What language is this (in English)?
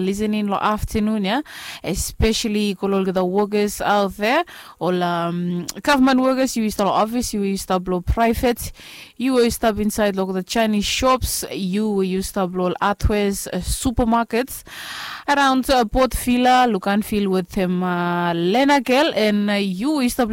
Bislama